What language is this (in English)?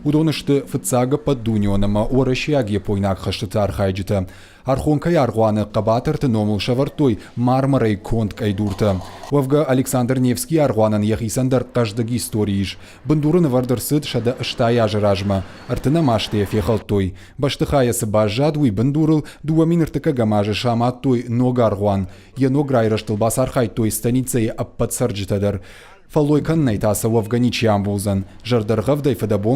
Ossetic